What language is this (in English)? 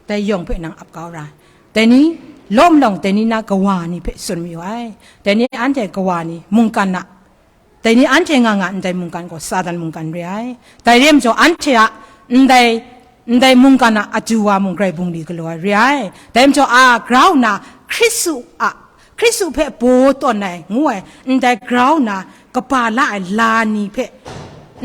Kachin